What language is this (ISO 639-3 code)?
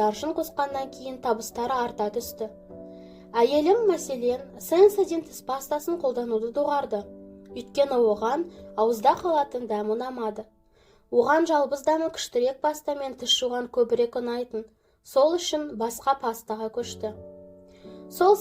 kaz